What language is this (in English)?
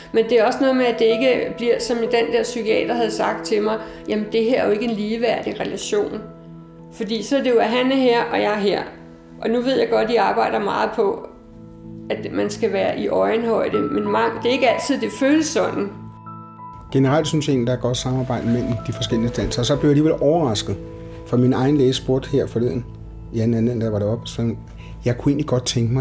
Danish